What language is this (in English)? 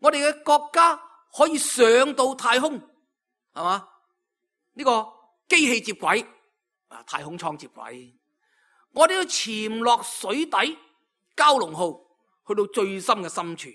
Cantonese